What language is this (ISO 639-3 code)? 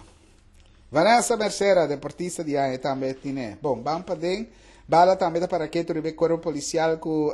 pap